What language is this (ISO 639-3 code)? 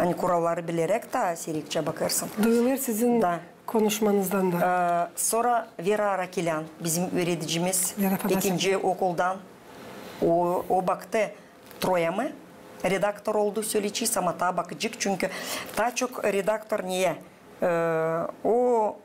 gag